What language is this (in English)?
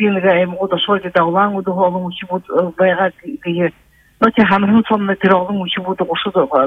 Buriat